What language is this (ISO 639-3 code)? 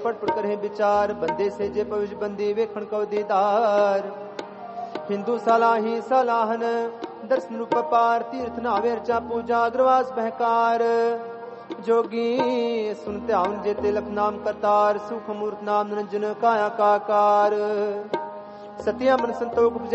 pan